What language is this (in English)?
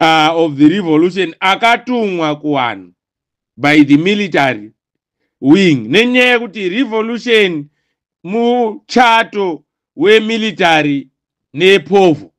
Shona